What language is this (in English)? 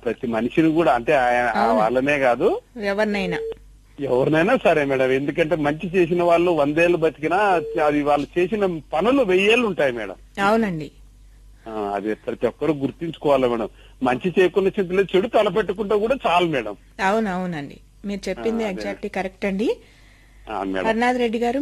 Telugu